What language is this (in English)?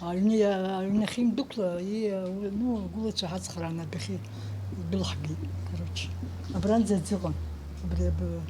Abkhazian